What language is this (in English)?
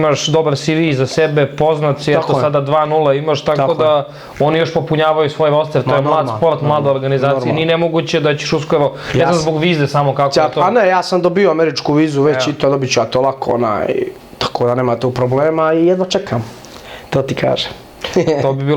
Bosnian